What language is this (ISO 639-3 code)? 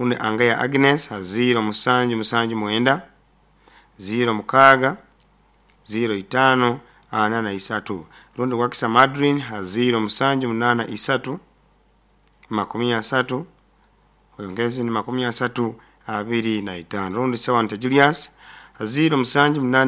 nyo